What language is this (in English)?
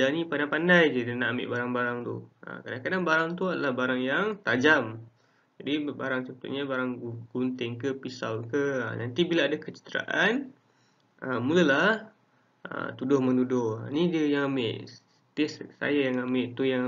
Malay